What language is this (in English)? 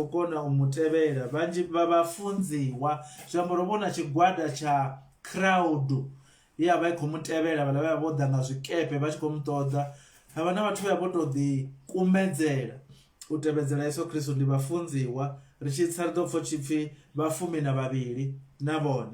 Venda